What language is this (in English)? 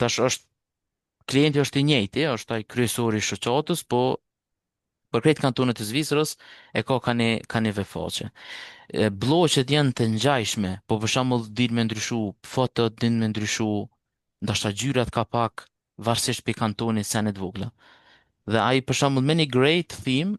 Albanian